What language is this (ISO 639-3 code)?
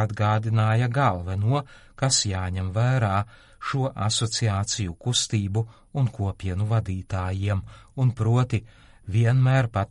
lav